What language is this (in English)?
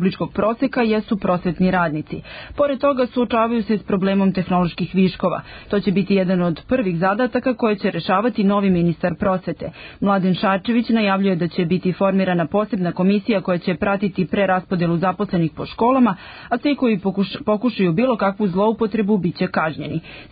Serbian